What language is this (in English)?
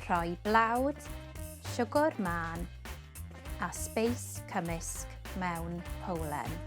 Welsh